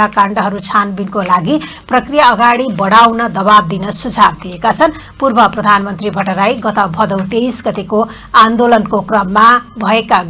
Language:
Nepali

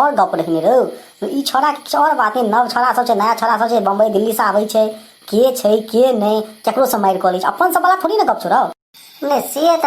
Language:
Maithili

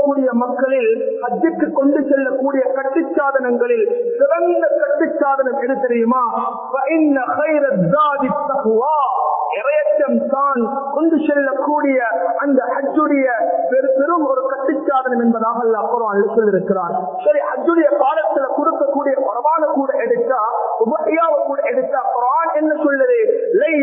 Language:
Tamil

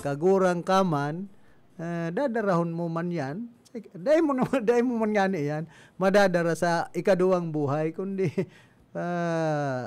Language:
Bikol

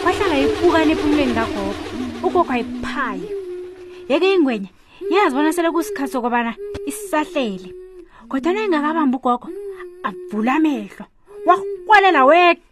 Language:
South Ndebele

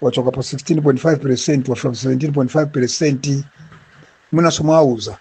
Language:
Nyanja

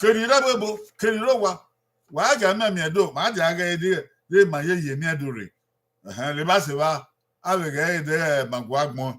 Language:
Bini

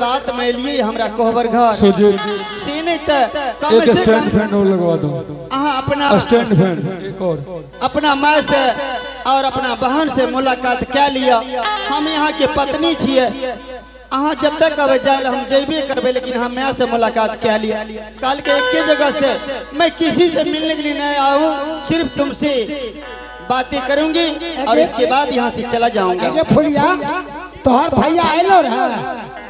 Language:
Angika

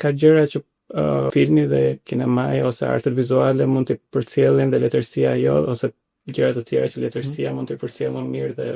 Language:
Albanian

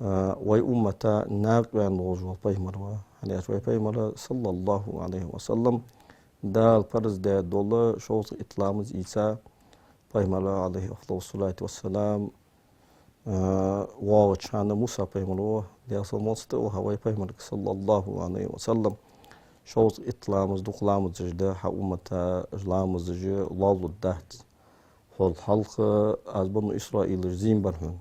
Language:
Ingush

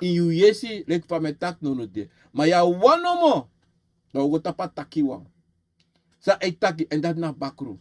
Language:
Sranan Tongo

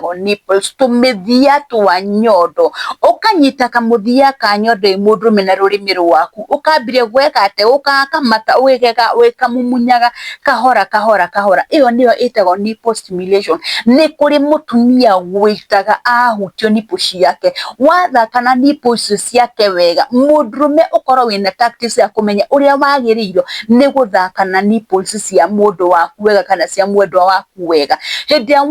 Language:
Kikuyu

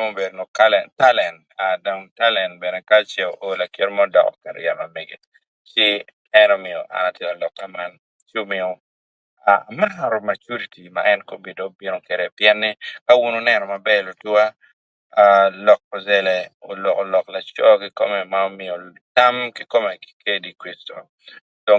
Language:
Acoli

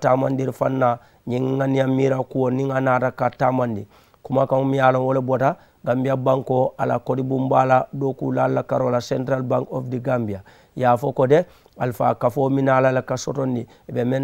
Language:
Mandingo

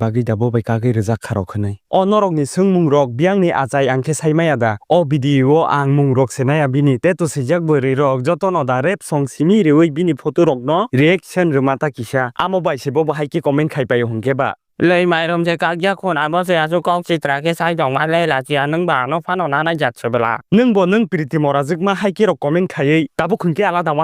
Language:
Kok Borok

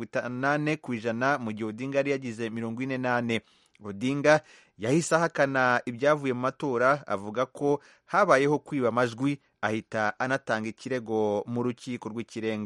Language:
Kinyarwanda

